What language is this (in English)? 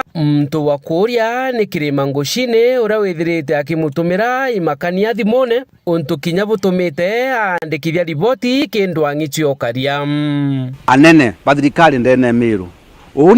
Meru